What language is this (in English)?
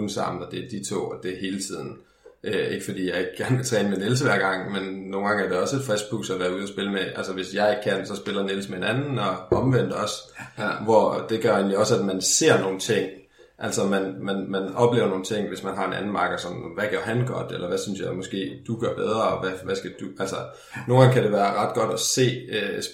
Danish